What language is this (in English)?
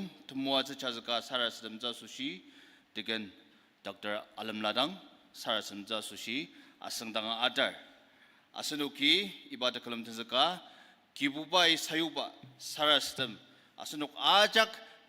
Ao Naga